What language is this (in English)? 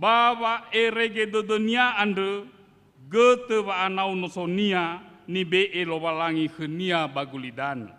Nias